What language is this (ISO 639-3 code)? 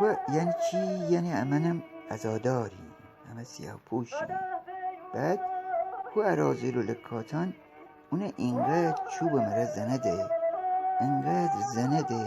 glk